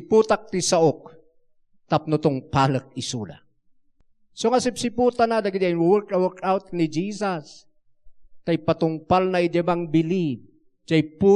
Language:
Iloko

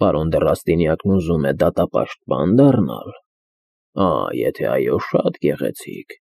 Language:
Armenian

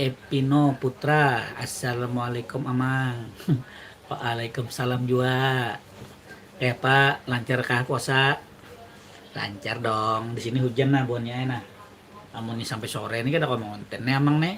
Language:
Banjar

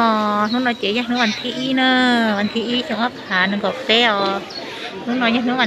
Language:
Hmong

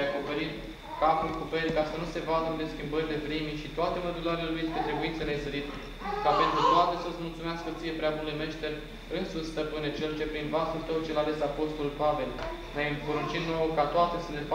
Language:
Romanian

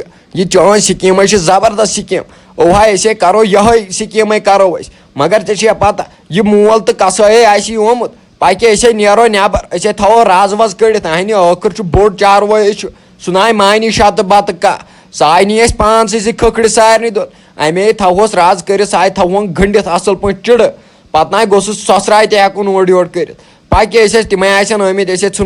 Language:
Kashmiri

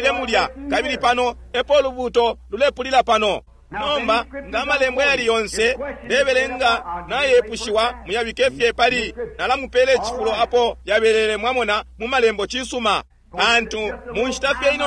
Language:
Bemba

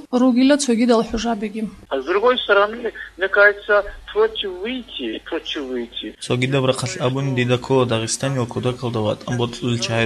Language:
Avaric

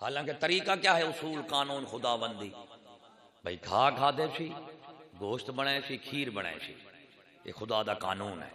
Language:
Saraiki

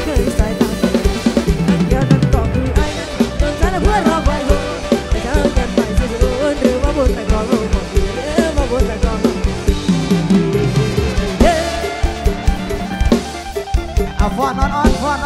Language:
Thai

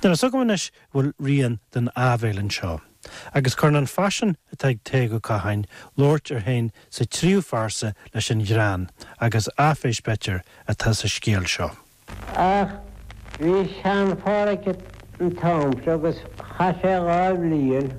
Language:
Irish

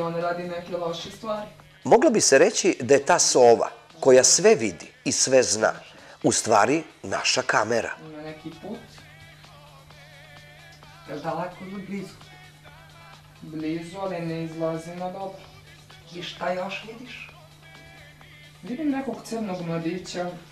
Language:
Serbian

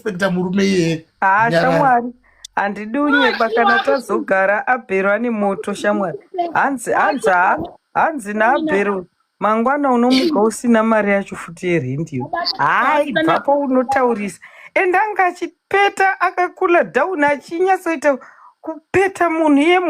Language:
Shona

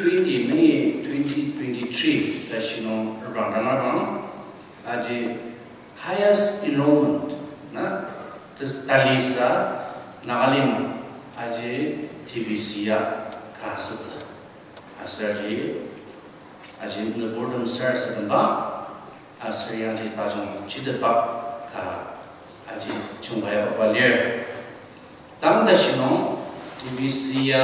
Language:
Ao Naga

